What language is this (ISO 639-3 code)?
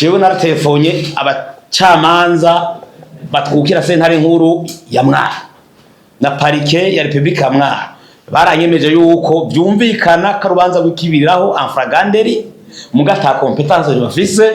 run